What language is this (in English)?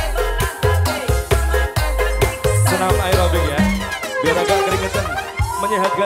Indonesian